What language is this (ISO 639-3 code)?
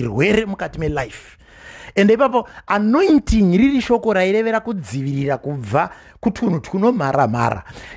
sna